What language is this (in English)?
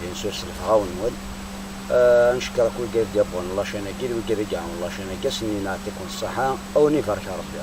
Kabyle